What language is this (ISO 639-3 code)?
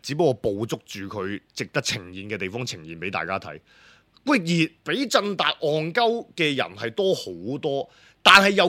yue